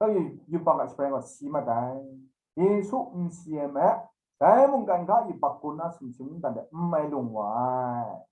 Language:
Kachin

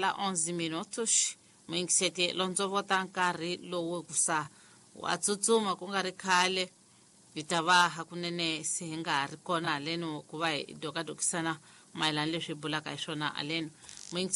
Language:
Tsonga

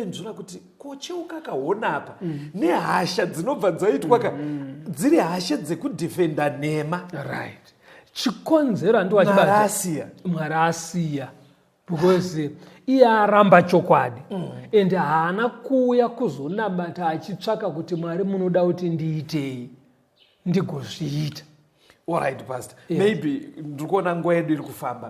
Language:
Shona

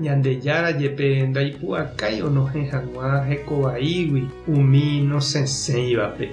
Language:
Guarani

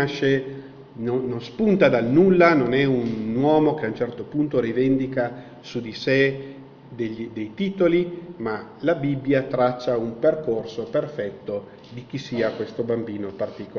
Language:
Italian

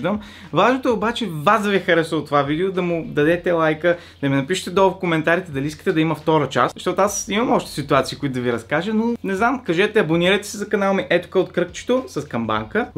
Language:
Bulgarian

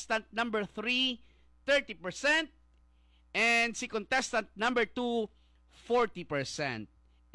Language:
Hiligaynon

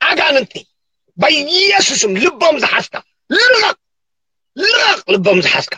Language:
Tigrinya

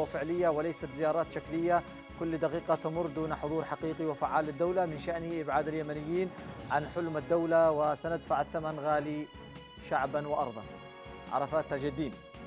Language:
Arabic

